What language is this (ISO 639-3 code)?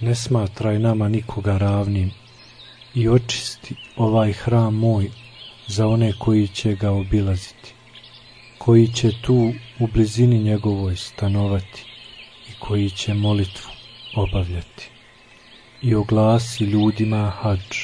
bos